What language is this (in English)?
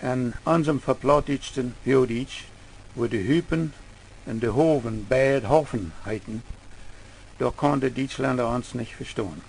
Plautdietsch